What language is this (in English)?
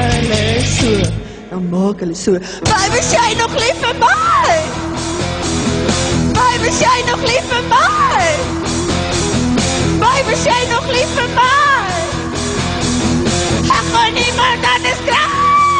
Afrikaans